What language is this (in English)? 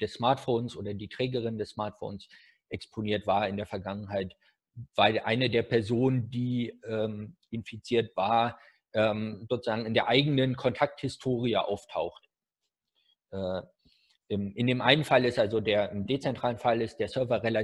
German